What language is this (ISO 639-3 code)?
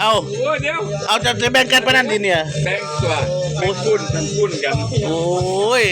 lao